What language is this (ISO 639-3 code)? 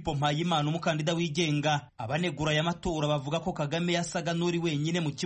kin